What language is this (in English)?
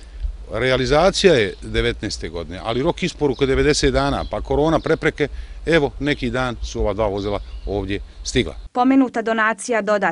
Bosnian